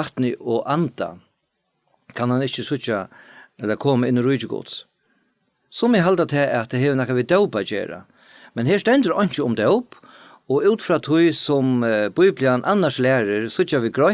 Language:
Faroese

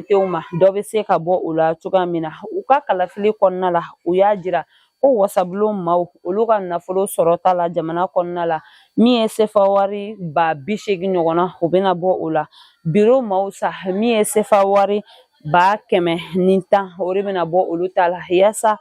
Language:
Bambara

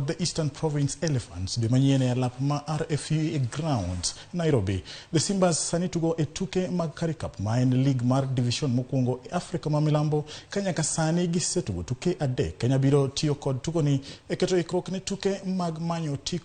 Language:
Luo (Kenya and Tanzania)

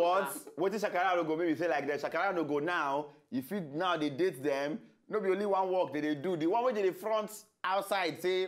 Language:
Nigerian Pidgin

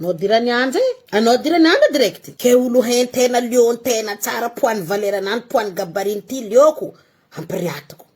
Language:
Malagasy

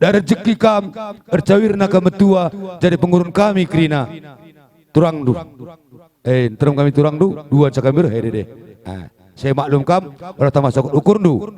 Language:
Batak Karo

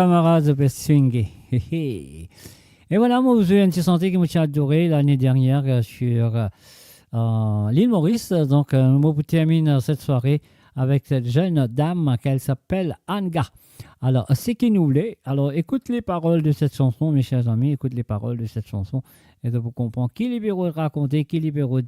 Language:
Morisyen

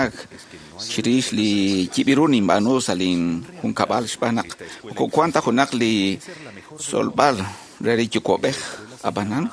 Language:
Kekchí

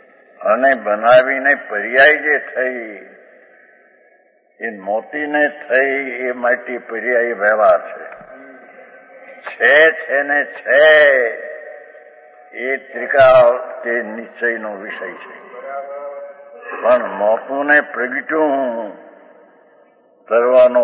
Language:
Gujarati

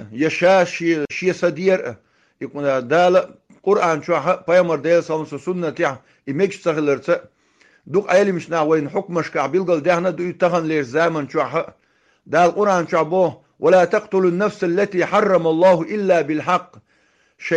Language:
Chechen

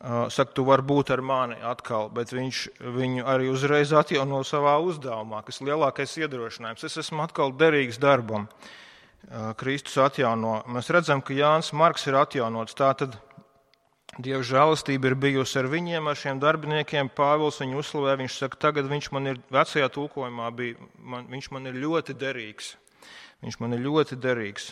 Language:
Latvian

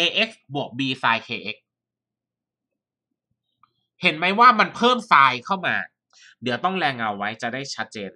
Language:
Thai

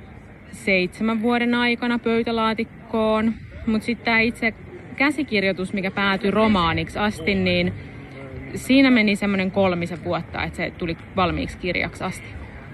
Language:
Finnish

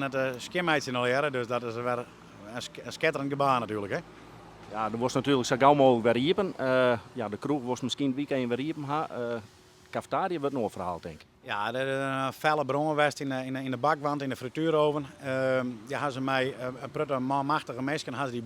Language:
Western Frisian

